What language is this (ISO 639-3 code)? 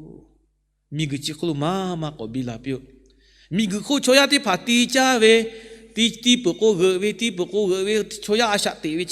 lhu